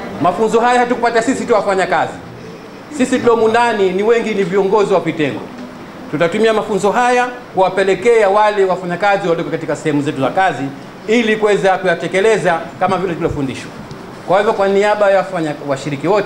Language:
Swahili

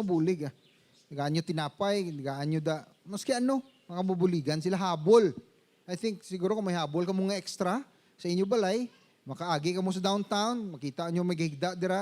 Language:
Hiligaynon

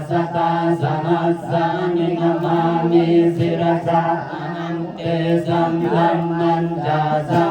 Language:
Pali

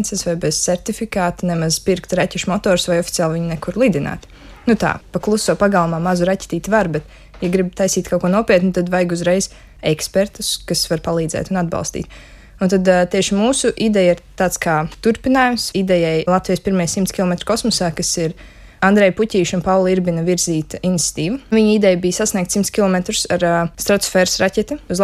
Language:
Latvian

